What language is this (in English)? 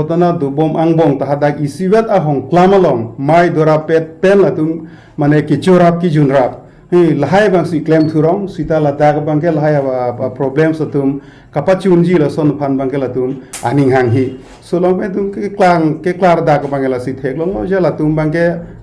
Karbi